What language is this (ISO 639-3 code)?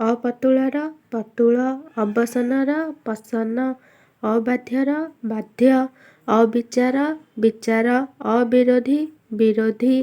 ori